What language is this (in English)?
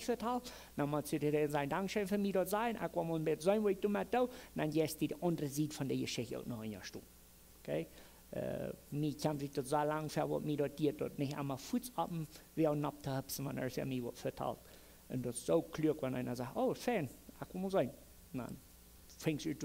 Plautdietsch